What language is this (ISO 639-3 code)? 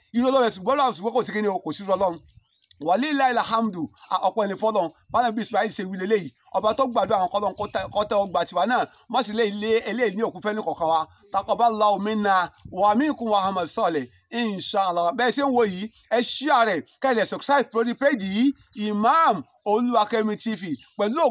yor